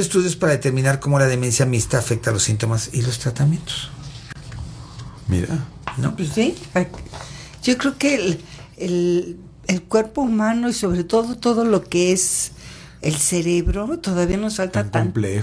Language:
Spanish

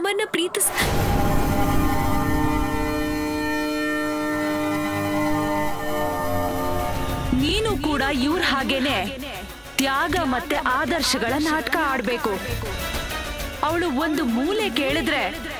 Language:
Kannada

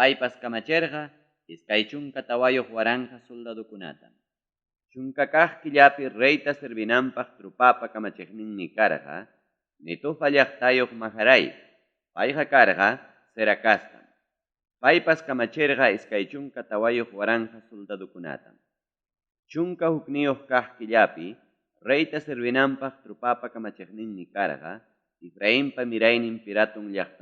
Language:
Ayacucho Quechua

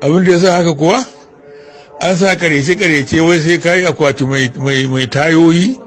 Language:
Hausa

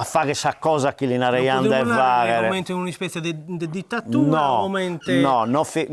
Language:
Sardinian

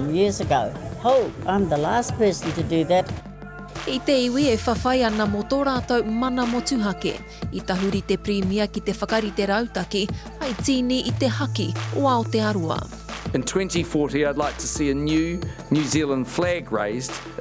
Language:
Māori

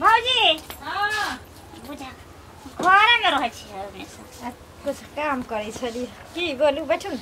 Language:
Maithili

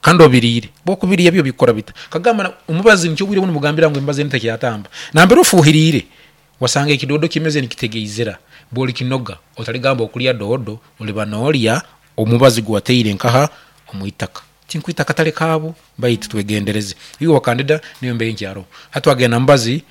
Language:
Nyankole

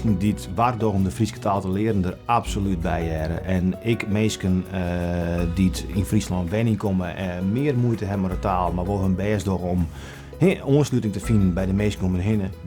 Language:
Western Frisian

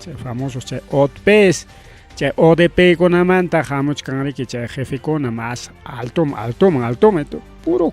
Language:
Ayacucho Quechua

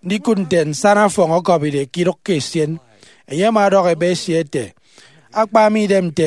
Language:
Efik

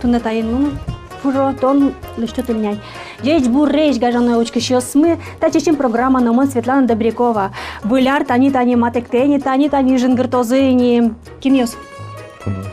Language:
Udmurt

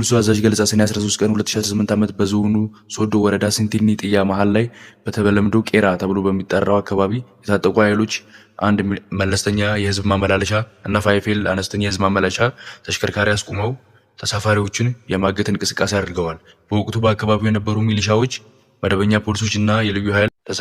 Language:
Amharic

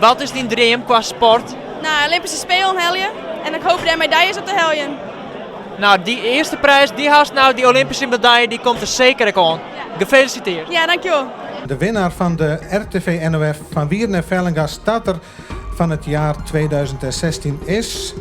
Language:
Western Frisian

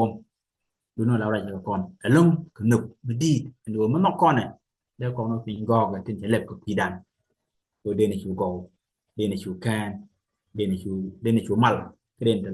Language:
Nuer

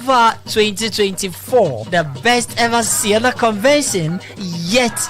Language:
Ewe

